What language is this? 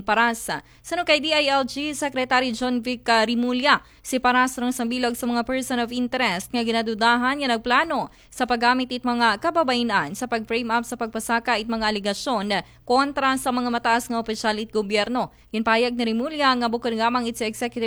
Aklanon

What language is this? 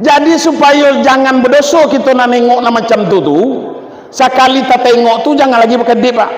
Minangkabau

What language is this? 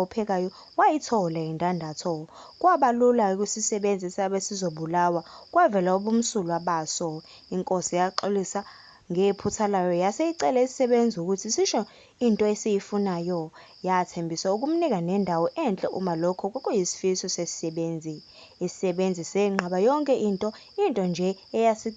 Zulu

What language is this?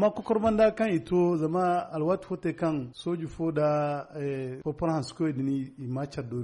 Zarma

